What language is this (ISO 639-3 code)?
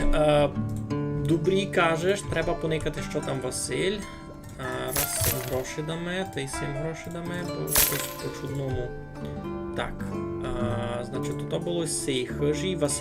rue